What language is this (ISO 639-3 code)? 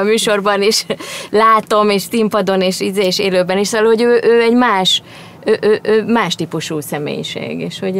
hun